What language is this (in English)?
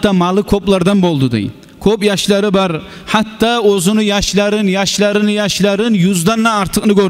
Kumyk